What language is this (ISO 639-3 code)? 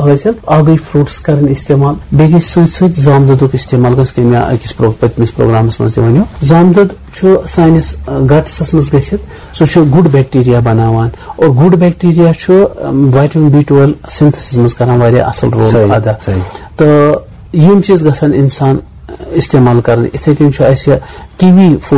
kas